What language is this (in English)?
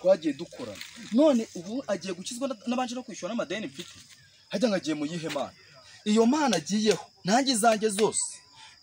Kinyarwanda